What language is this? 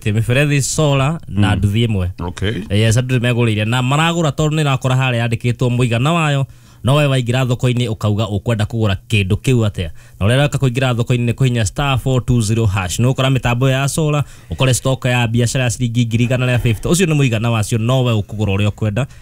Kikuyu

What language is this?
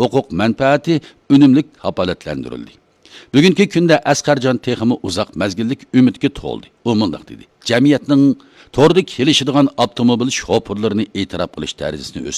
Uyghur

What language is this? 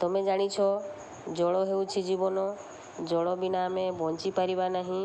Odia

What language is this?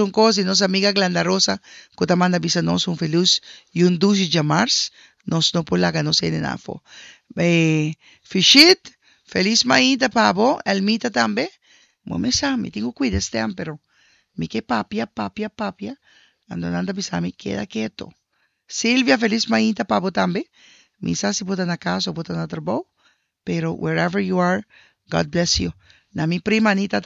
Papiamento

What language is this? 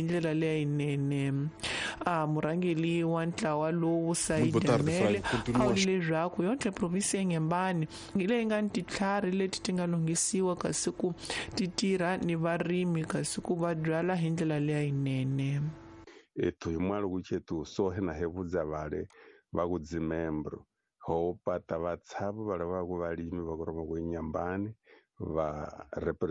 Tsonga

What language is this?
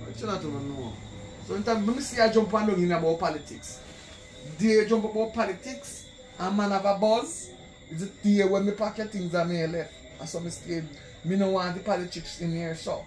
Jamaican Creole English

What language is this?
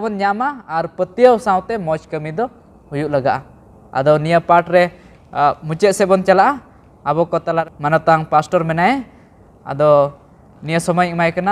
Santali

